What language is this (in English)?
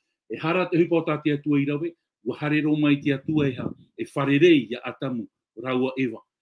Tahitian